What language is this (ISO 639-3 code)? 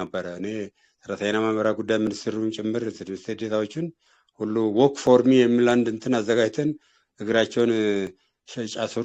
amh